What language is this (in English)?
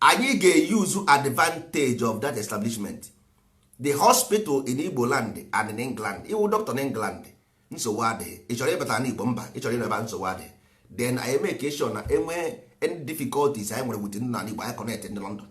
Igbo